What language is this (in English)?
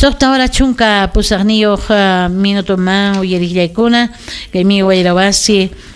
Ayacucho Quechua